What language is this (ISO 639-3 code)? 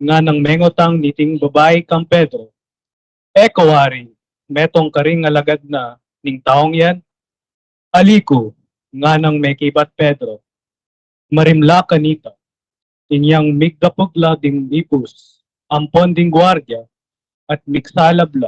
pam